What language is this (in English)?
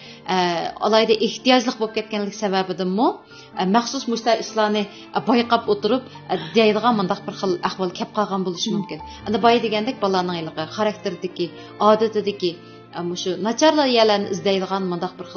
Uyghur